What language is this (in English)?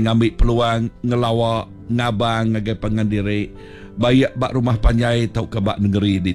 Iban